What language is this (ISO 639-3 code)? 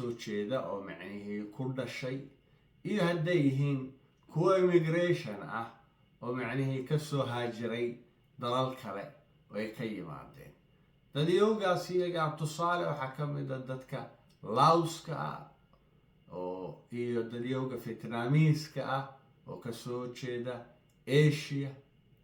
som